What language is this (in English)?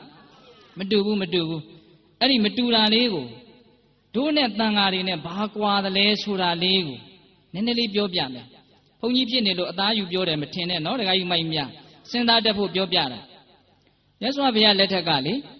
Burmese